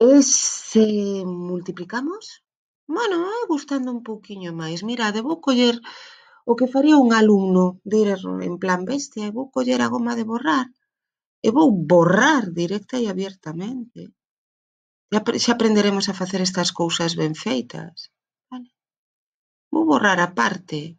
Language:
Galician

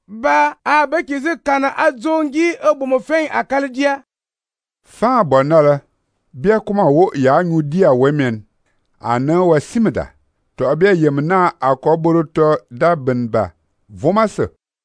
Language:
Fang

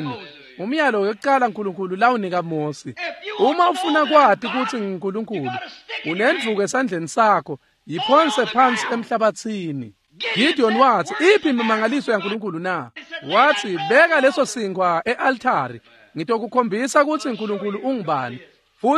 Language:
Swati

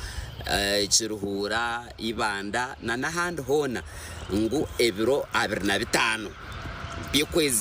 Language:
Nyankole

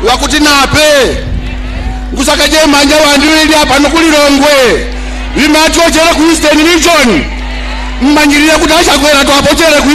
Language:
Nyanja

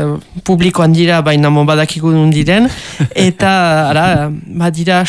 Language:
Basque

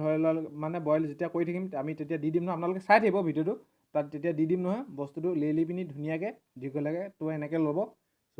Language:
Assamese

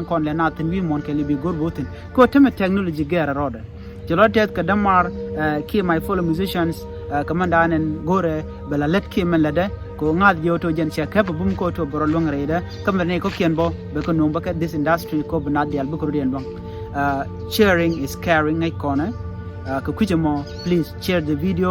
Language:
Nuer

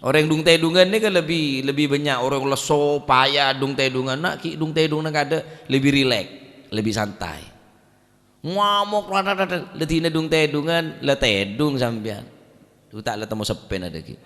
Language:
Madurese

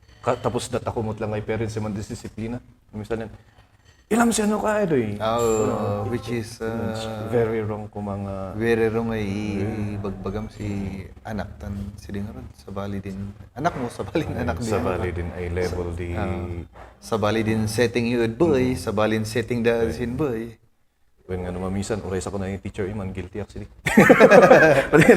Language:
Kankanaey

